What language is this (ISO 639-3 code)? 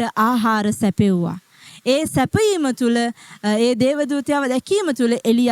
sin